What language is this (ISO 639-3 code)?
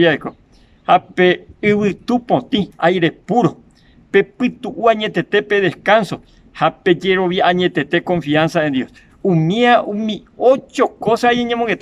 grn